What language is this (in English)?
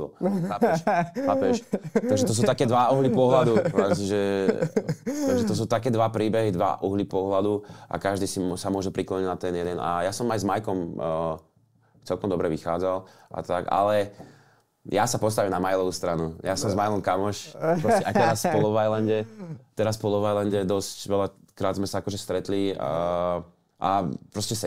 Slovak